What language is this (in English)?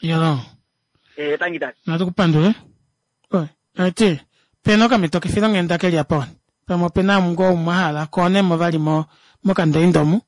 Kuanyama